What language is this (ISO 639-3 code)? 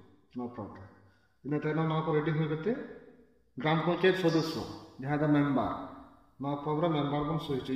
sat